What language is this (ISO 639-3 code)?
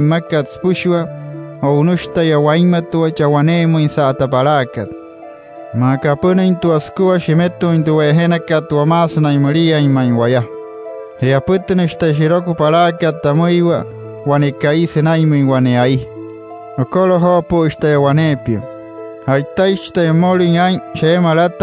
guc